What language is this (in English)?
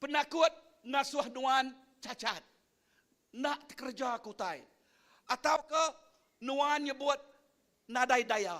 Iban